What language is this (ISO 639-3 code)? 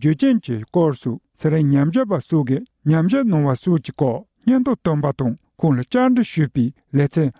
bod